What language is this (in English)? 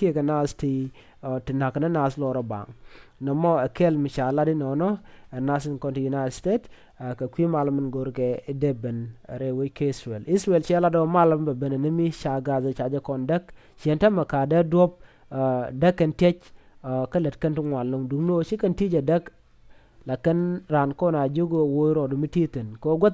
Nuer